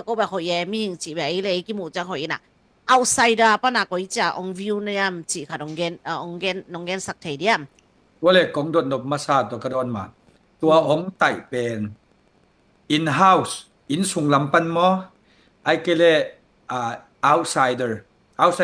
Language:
Tedim Chin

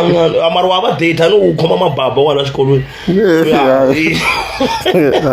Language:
Tsonga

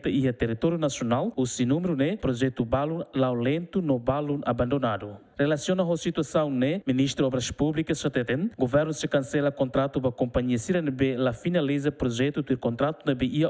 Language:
Tetum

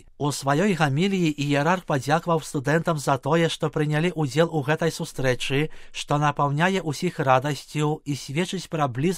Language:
Belarusian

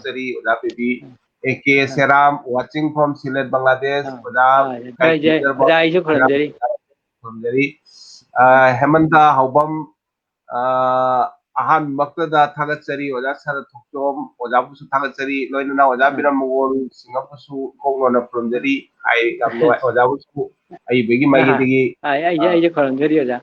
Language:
Manipuri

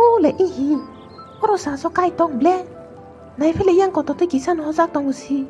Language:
Kok Borok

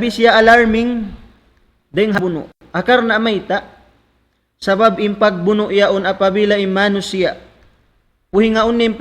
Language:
Tausug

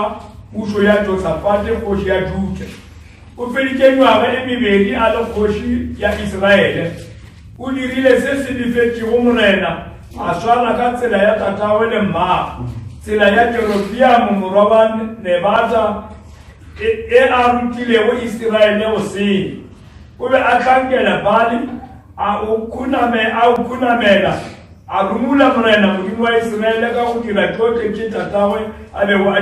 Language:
Northern Sotho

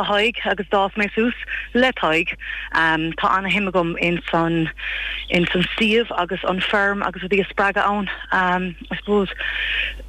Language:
Irish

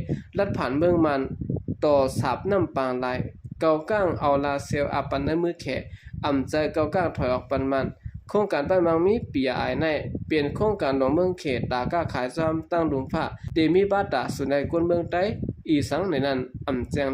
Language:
Shan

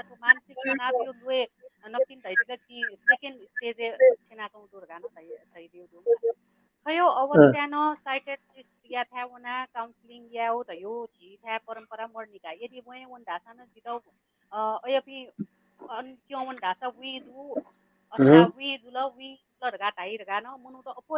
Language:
Newari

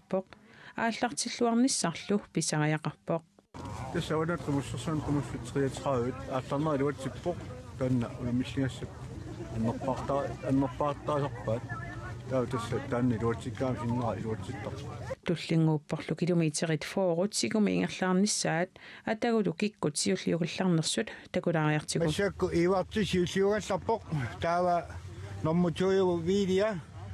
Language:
Kalaallisut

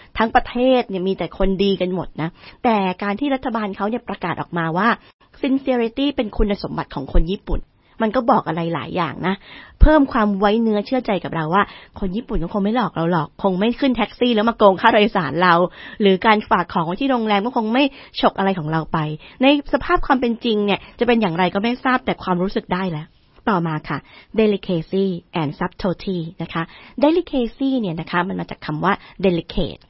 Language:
Thai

